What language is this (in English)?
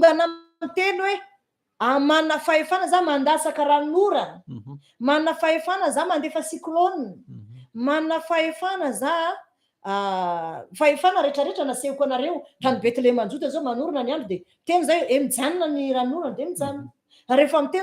Malagasy